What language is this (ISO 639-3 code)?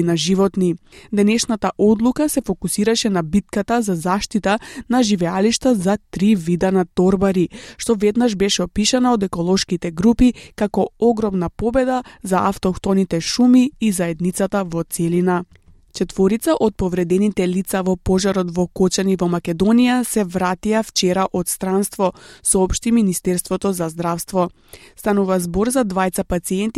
mkd